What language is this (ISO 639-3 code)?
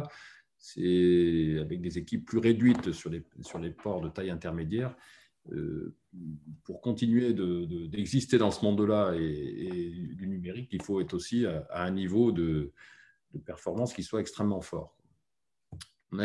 fra